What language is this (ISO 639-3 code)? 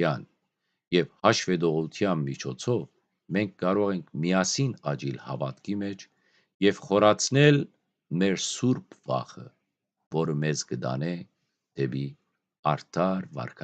hyw